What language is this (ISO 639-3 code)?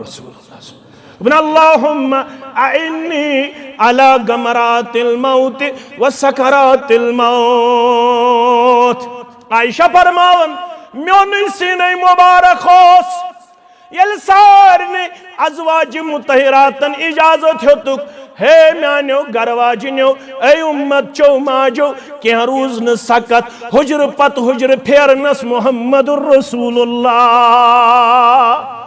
kas